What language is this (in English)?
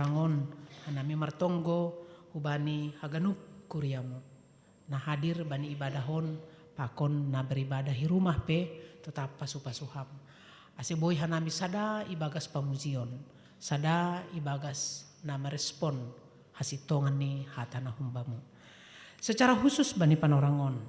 Batak Simalungun